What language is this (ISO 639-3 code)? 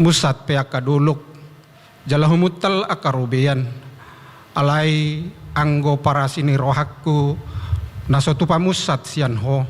bbc